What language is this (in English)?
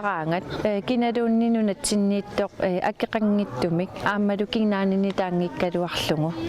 Kalaallisut